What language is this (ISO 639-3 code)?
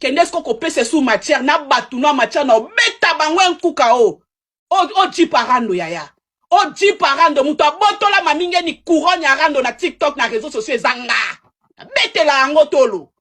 lin